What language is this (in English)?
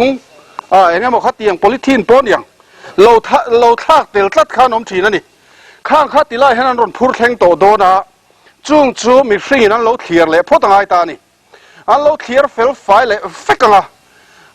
Mizo